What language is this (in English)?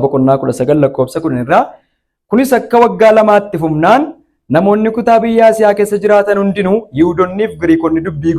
Oromo